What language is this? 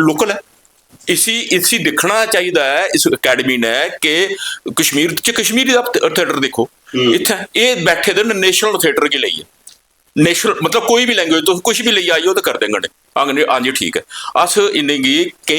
Dogri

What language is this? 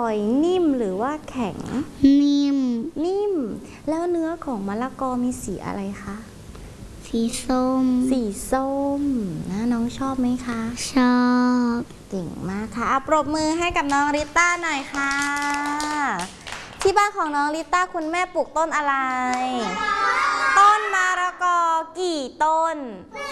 Thai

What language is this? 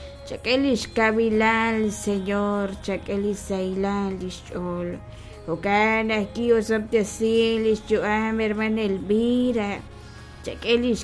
Kekchí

